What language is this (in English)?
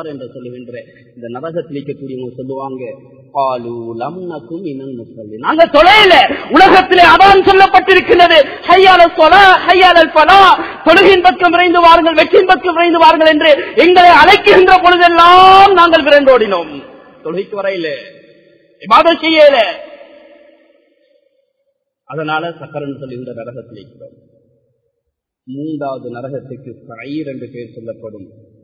Tamil